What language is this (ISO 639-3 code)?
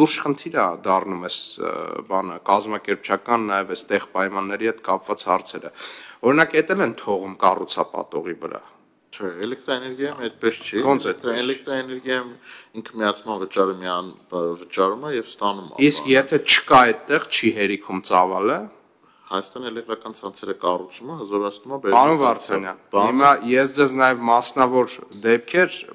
hye